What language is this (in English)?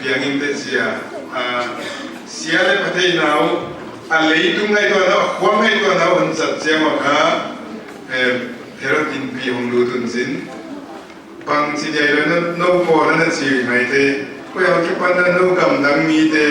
Paite Chin